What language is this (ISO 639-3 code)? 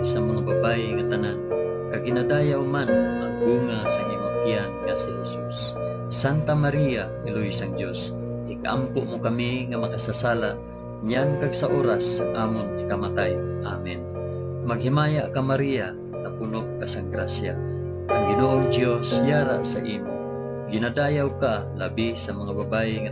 hil